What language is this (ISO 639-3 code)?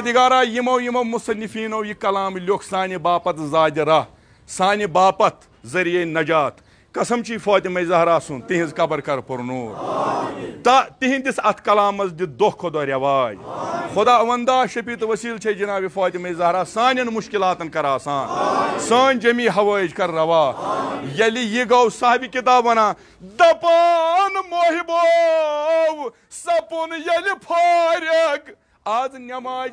kas